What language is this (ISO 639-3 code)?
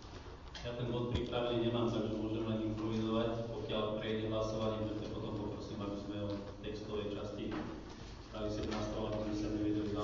slk